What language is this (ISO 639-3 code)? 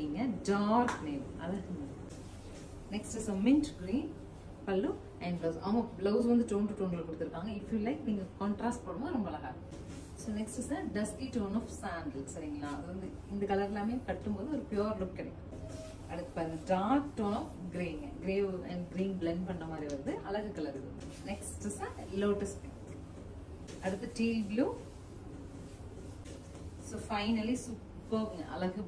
tam